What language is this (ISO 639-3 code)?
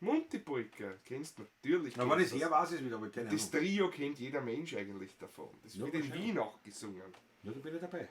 bar